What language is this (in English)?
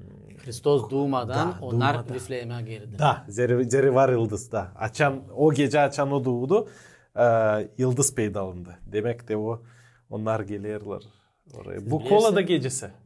Gagauz